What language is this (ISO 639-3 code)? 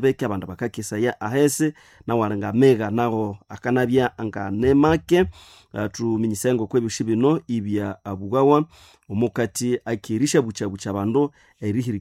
nnb